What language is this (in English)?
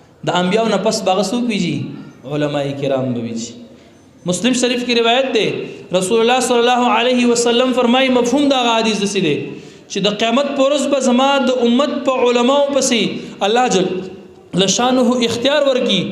Pashto